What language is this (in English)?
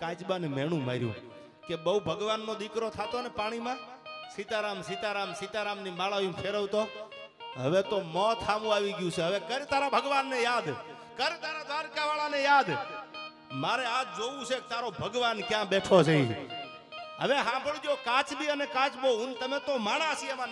Gujarati